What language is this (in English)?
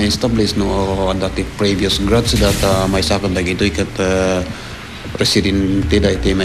Iloko